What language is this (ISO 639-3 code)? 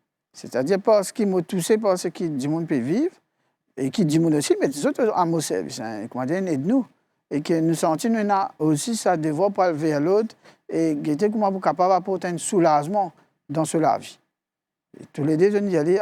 mfe